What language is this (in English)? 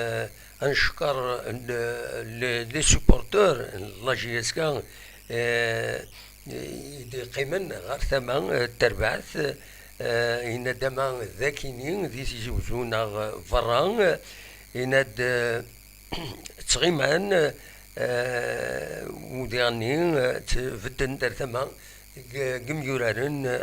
Kabyle